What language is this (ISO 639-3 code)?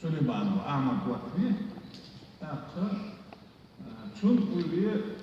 che